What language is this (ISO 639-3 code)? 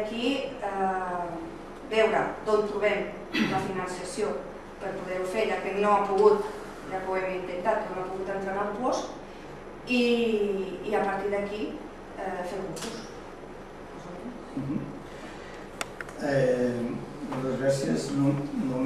cat